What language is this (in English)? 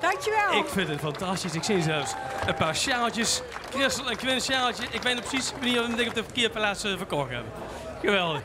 Limburgish